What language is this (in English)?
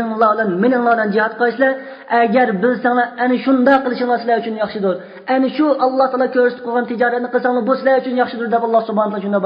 Uyghur